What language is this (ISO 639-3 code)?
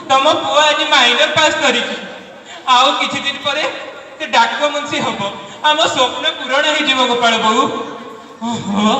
ori